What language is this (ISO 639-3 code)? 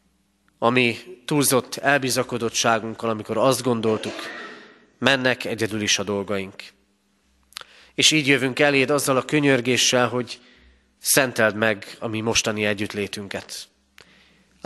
hun